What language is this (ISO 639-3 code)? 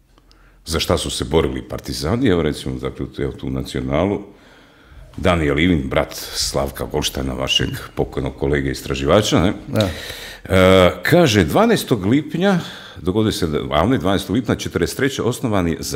hrv